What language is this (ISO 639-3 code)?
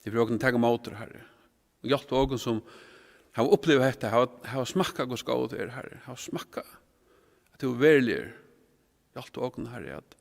fao